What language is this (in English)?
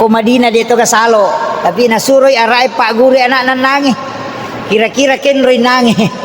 Buginese